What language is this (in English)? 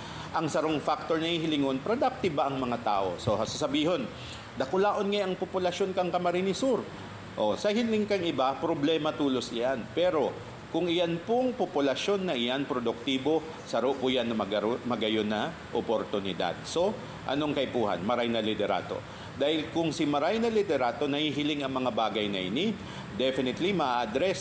Bikol